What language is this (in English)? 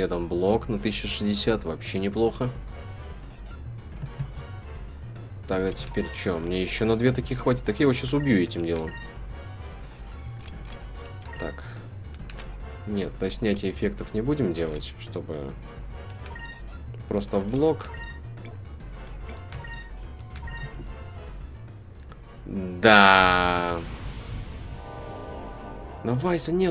Russian